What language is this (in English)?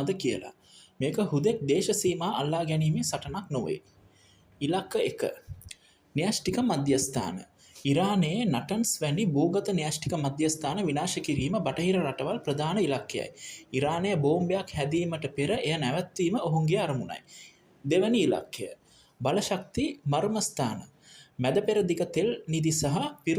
Sinhala